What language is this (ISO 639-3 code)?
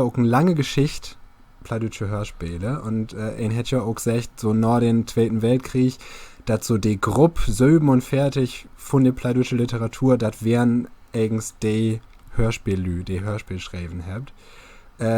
nds